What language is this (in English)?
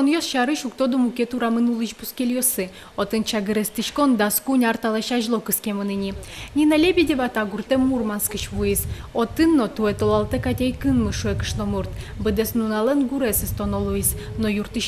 Udmurt